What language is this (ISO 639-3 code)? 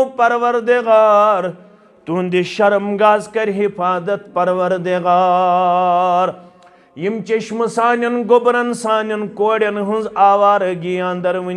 kas